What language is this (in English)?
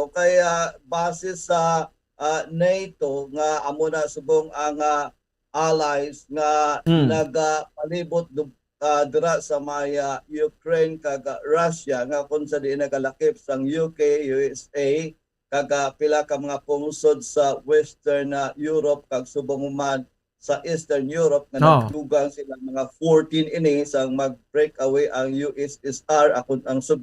Hiligaynon